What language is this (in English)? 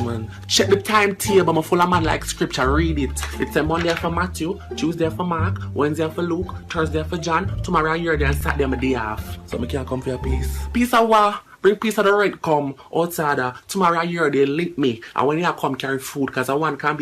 Jamaican Creole English